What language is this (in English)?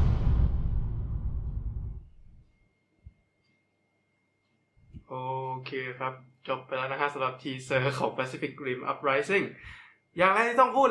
Thai